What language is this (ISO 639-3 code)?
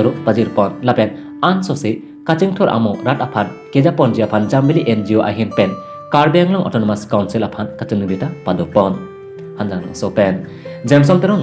mjw